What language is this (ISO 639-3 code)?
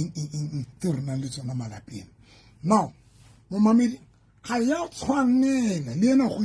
sot